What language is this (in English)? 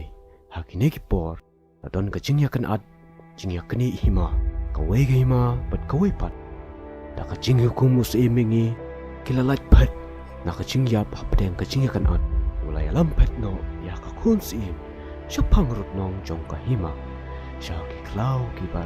Khasi